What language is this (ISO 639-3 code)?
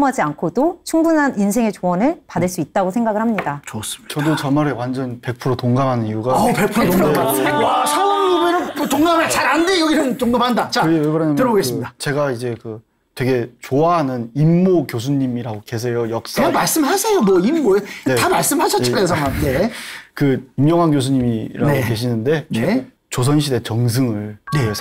kor